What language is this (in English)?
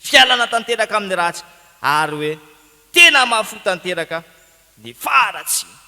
Malagasy